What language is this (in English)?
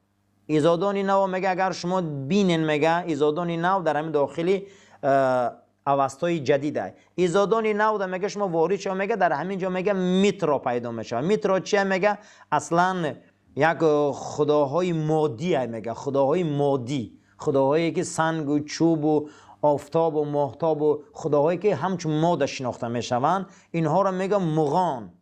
Tajik